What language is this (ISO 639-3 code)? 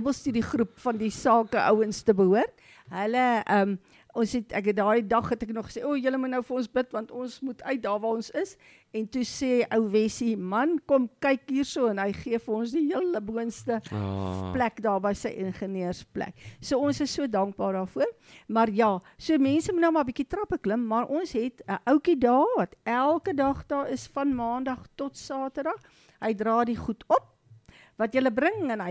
afr